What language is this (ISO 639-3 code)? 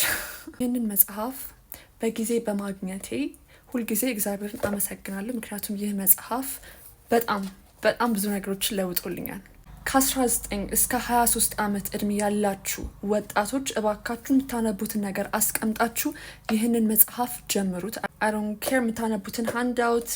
amh